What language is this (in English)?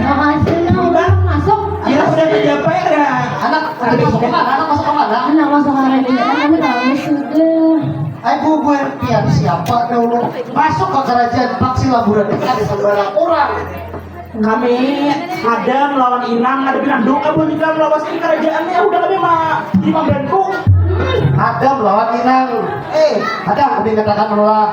Banjar